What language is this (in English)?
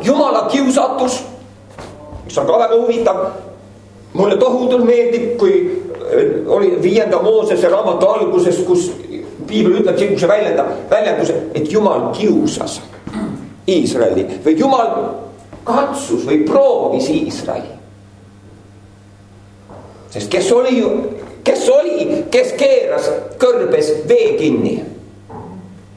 Estonian